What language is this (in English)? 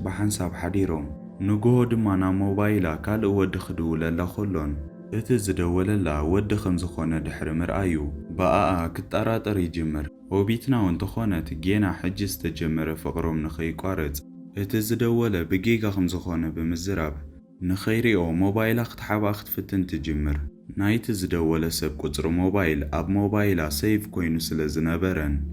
Tigrinya